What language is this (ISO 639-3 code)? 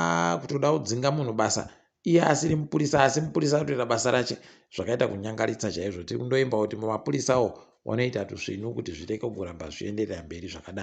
ndc